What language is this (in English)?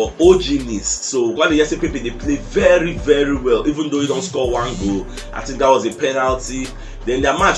Nigerian Pidgin